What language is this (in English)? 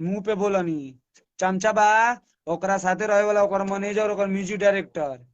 Bhojpuri